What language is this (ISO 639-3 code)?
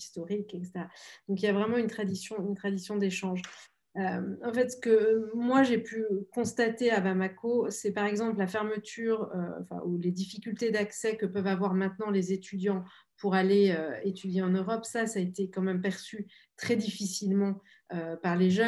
fra